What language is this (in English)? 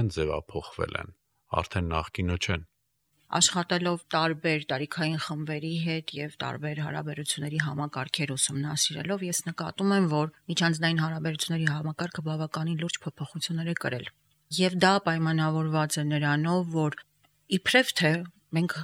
Armenian